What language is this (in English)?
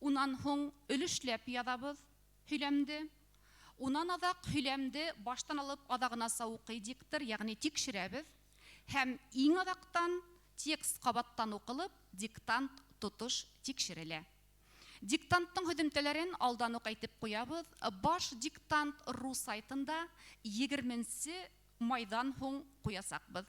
Bashkir